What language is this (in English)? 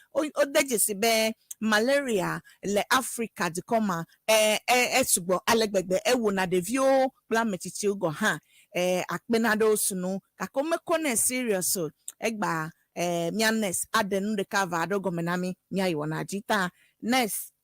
Ewe